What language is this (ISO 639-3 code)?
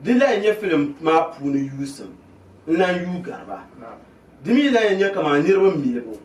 dag